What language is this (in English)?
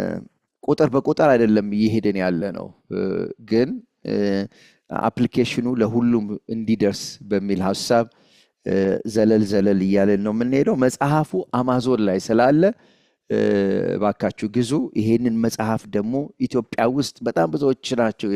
Amharic